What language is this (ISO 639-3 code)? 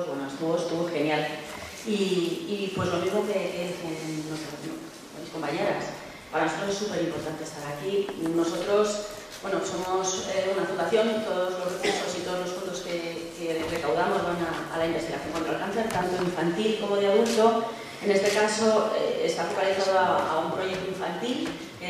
spa